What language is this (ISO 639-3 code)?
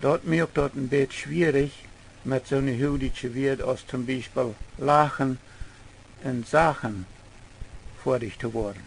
pdt